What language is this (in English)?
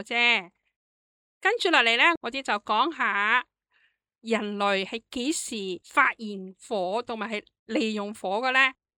Cantonese